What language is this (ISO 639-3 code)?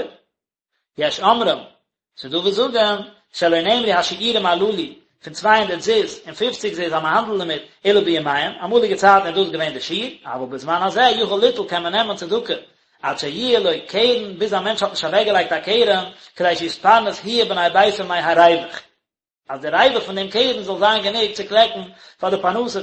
yid